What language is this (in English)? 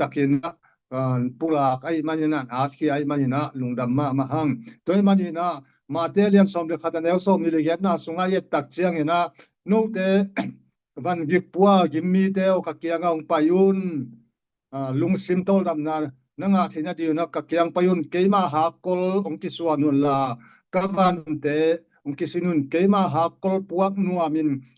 Tedim Chin